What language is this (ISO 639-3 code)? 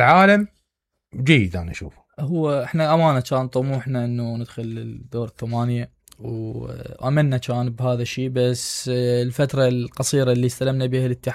acm